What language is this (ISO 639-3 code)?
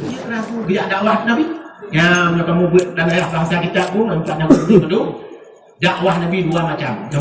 ace